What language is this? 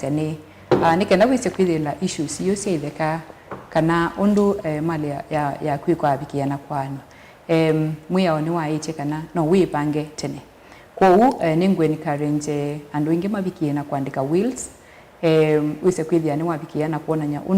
Kamba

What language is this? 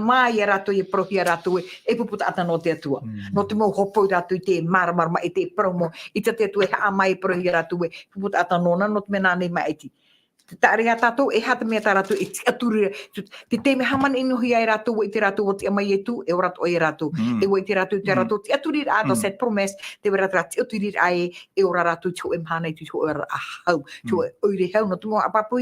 Tahitian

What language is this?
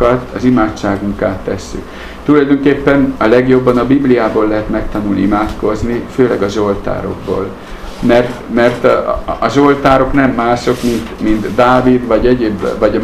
Hungarian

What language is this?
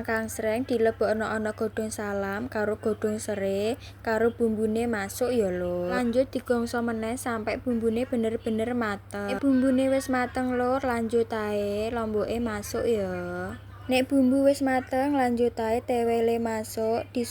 Javanese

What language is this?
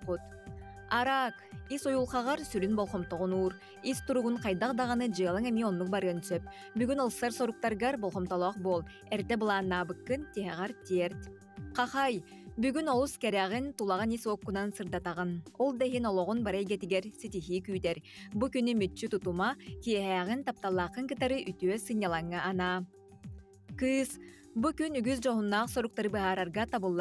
Yakut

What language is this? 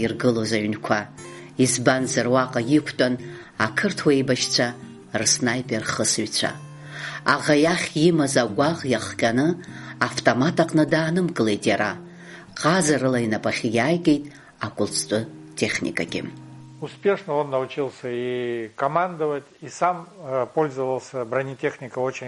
Abkhazian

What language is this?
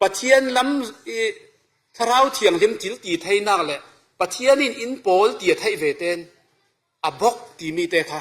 Falam Chin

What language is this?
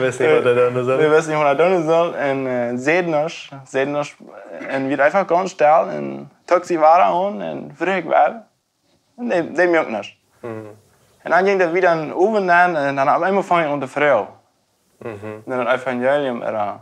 Plautdietsch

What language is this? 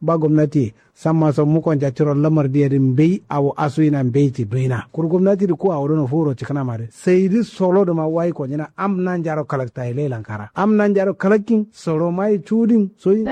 Kanuri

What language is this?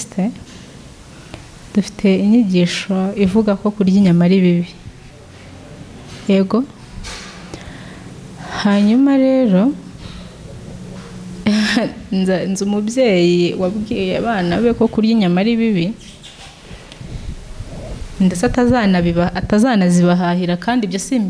Kinyarwanda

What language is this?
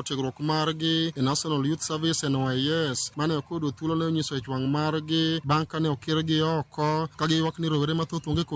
Luo (Kenya and Tanzania)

